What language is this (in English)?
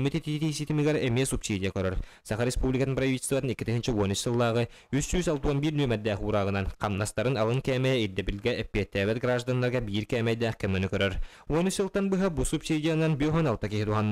Yakut